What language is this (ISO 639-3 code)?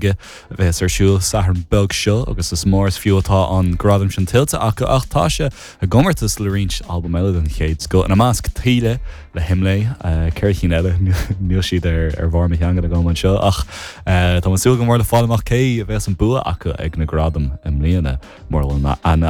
gle